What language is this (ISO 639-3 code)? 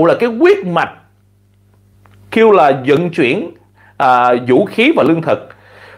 vie